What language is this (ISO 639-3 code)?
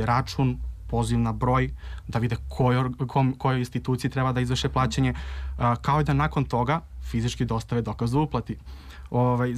srp